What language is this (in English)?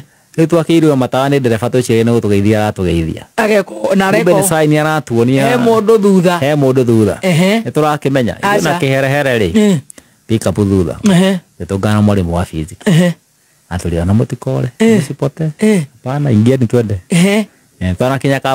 Kikuyu